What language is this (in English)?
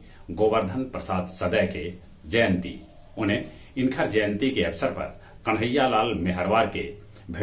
Magahi